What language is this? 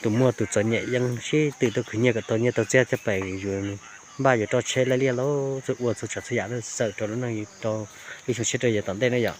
Hmong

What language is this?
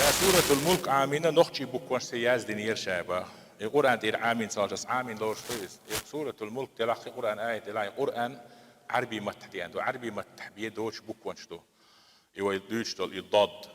Chechen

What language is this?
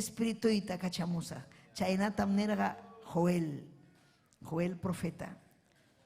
Ayacucho Quechua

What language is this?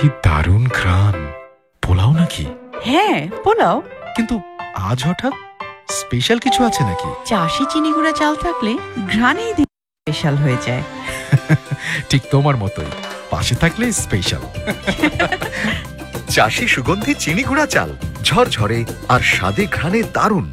Bangla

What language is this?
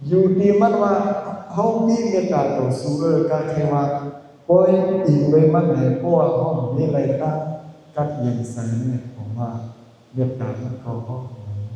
Shan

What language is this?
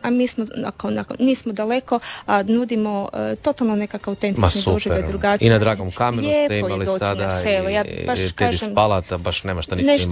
Croatian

